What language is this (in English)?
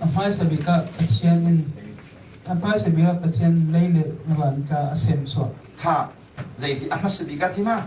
Hakha Chin